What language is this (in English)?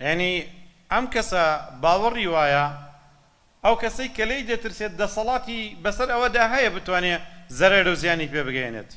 Central Kurdish